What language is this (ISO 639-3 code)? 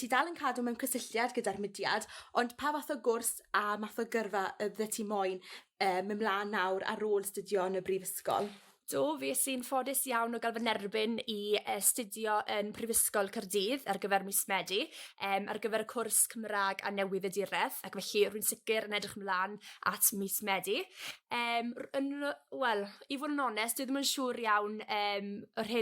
cym